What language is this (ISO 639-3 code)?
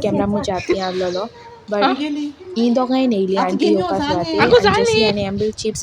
kok